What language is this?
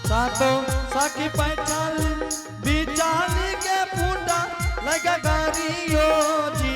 Angika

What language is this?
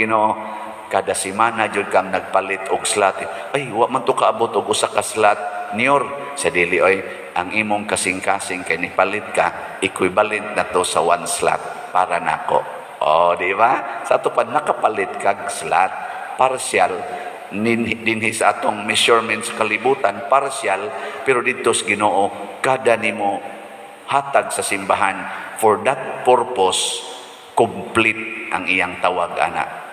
Cebuano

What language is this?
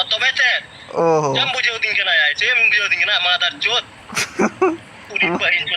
Santali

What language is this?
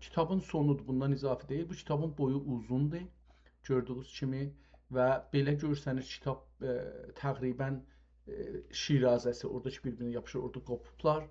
South Azerbaijani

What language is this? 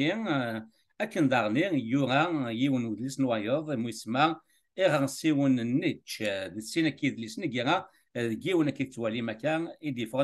Kabyle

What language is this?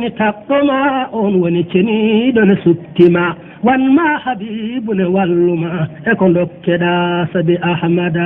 Fula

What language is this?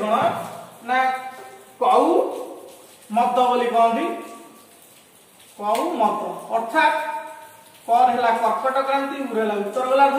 Odia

